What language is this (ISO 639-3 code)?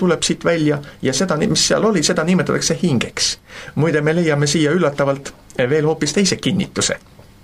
est